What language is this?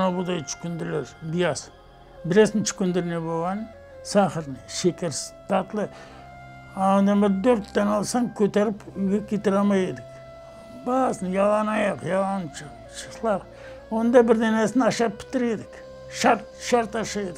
Crimean Tatar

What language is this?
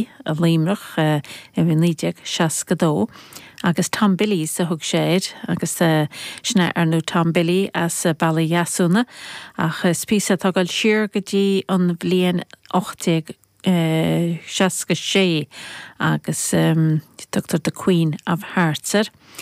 Irish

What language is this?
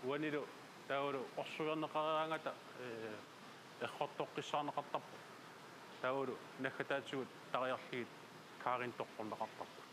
Kalaallisut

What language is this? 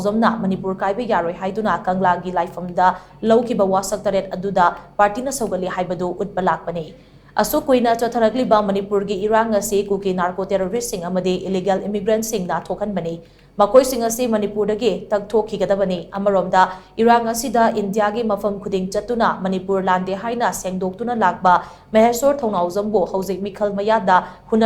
Manipuri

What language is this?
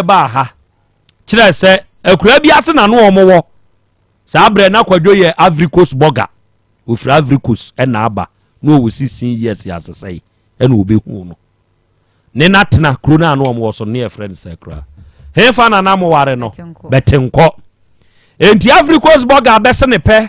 Akan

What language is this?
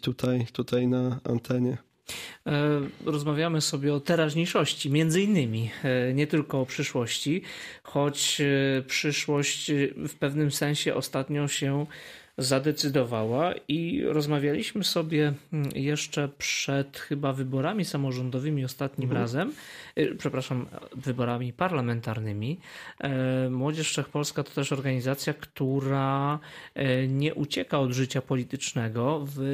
Polish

